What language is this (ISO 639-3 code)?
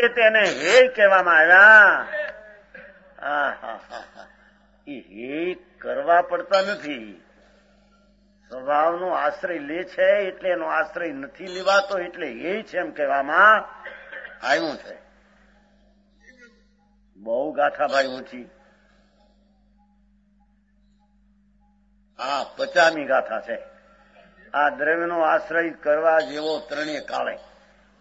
guj